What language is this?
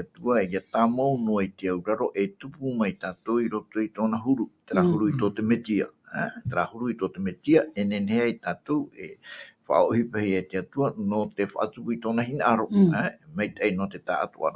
Tahitian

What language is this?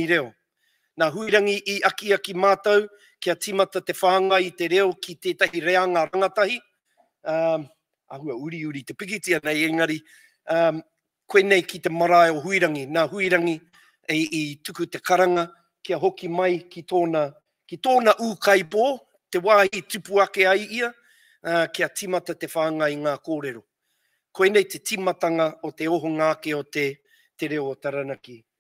Māori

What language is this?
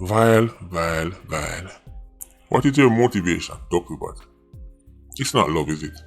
Jamaican Creole English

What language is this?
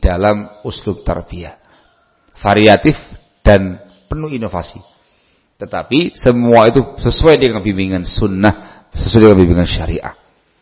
Indonesian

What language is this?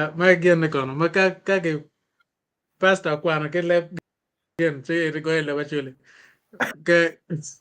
Acoli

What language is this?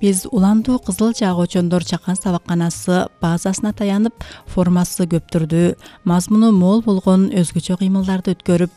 Kyrgyz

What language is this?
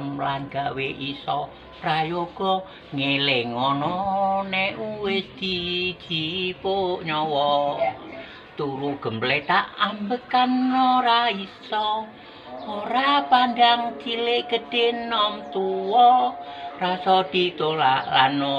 Javanese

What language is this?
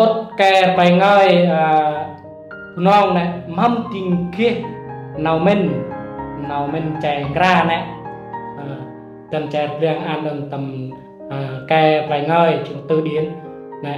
Central Mnong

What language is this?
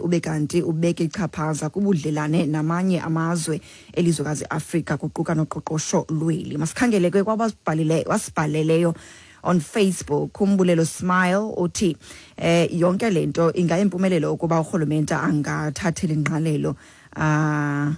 Xhosa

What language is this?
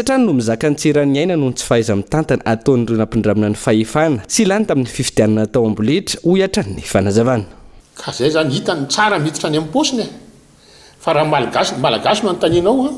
Malagasy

